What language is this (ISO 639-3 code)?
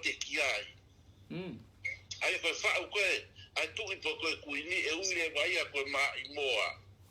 ton